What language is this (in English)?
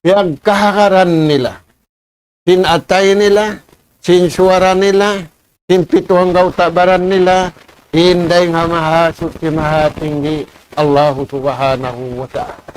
Tausug